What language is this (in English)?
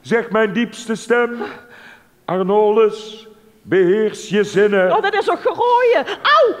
Limburgish